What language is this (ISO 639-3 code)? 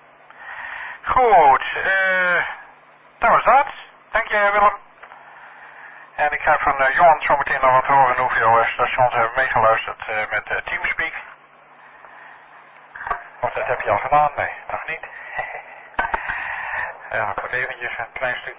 nld